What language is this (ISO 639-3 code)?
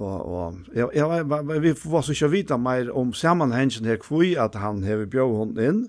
fao